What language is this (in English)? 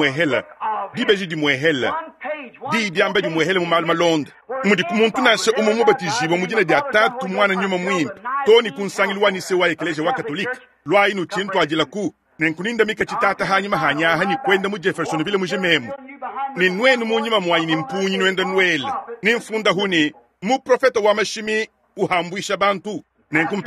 Luba-Lulua